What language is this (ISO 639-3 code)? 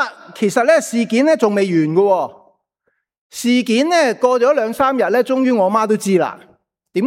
yue